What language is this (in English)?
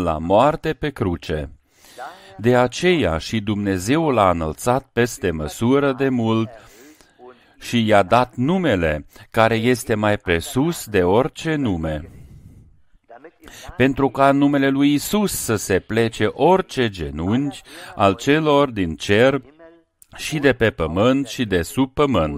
Romanian